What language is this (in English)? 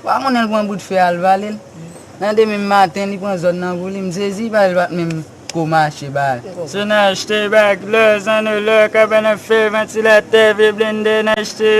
Haitian Creole